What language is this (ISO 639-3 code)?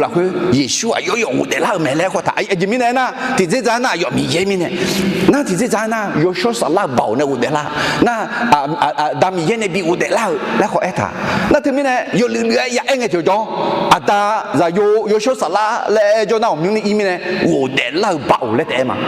ahk